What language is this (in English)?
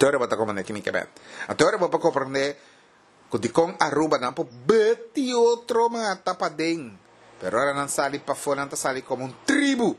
Papiamento